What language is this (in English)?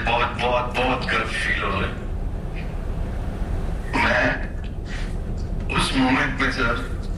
Hindi